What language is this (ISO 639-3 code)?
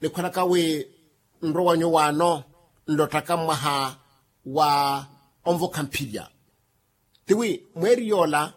vmw